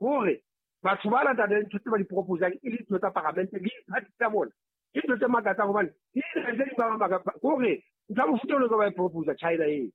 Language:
Southern Sotho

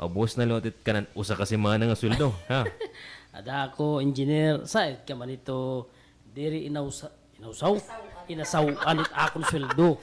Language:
Waray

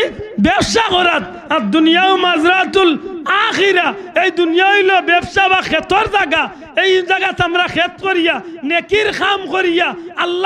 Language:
Sylheti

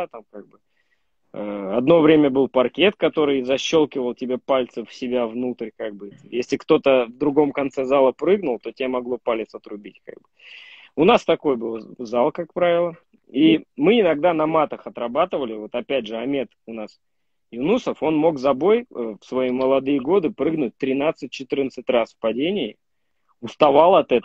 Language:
Russian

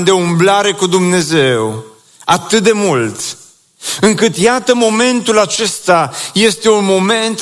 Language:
Romanian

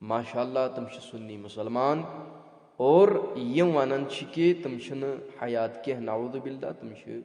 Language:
Kashmiri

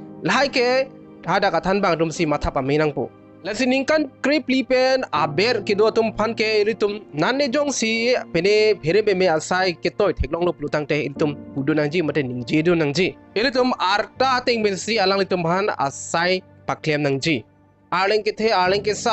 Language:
Karbi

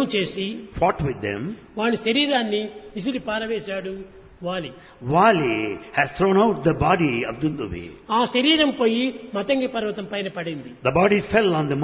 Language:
Telugu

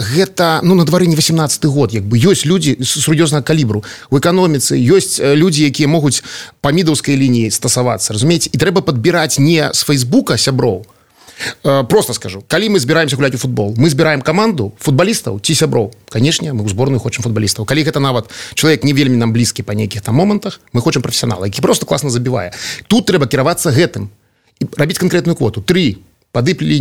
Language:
Belarusian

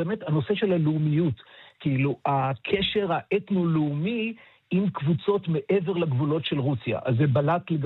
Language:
Hebrew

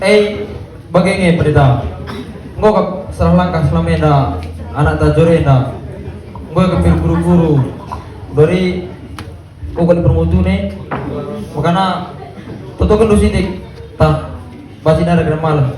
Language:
Batak Karo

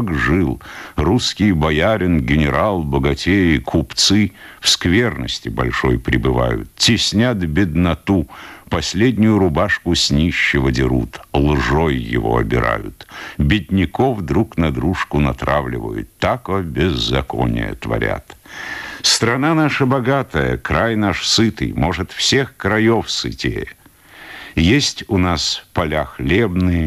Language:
Russian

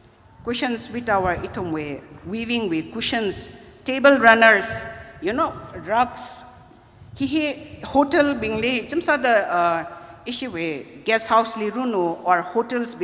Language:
Tangkhul Naga (India)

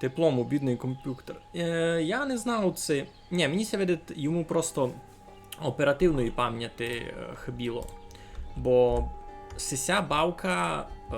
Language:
Rusyn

